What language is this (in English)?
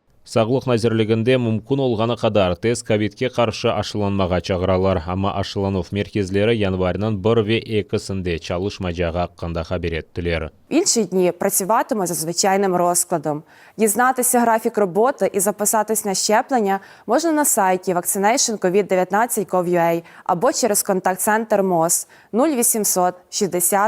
Crimean Tatar